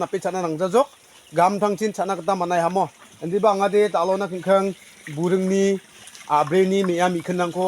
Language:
Garo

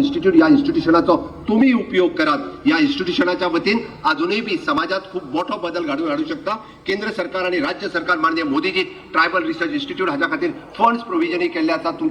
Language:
Konkani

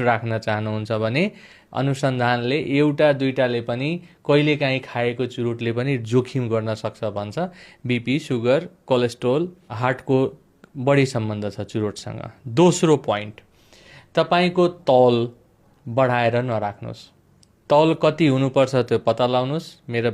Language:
Nepali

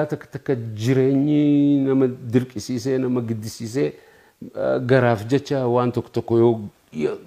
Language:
Oromo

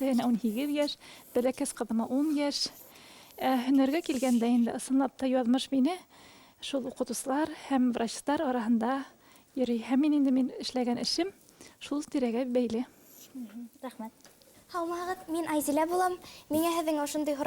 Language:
Bashkir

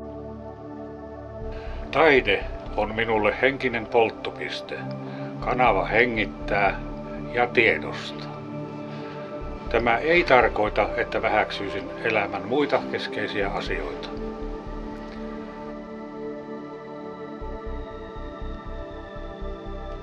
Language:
Finnish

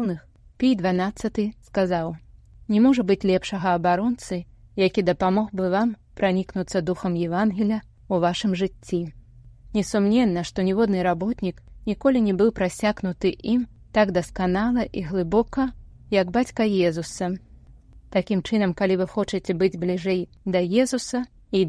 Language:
Belarusian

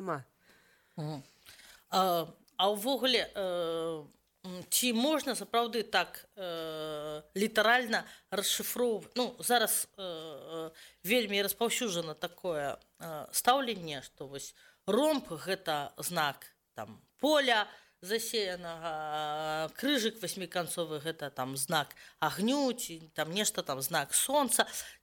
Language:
Belarusian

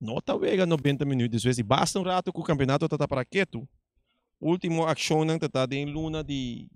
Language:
Papiamento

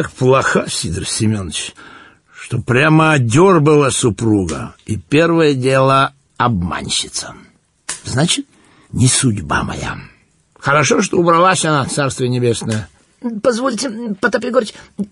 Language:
Russian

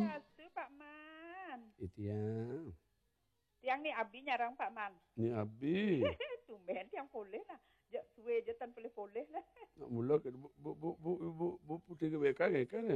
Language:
Balinese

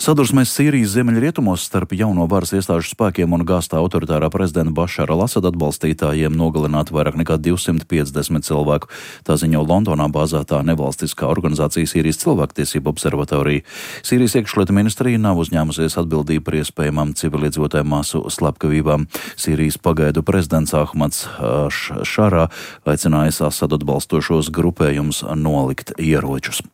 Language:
Latvian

